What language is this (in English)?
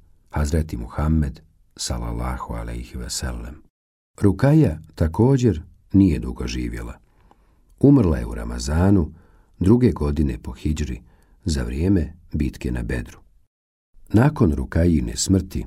Bosnian